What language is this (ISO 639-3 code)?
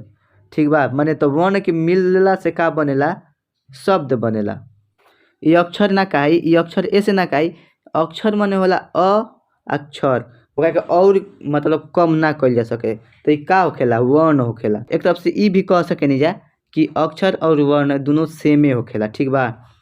bho